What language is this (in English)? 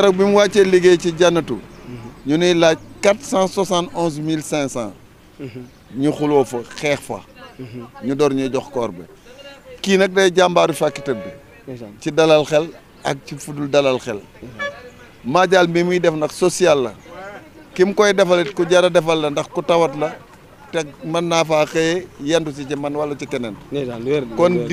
Wolof